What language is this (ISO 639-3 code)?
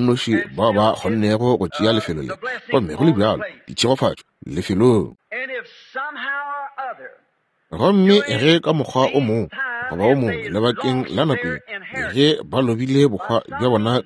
nso